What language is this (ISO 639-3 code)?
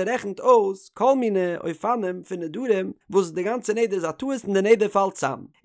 yid